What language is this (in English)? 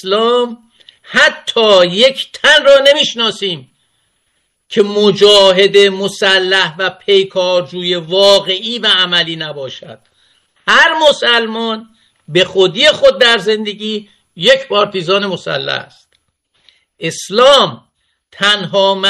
Persian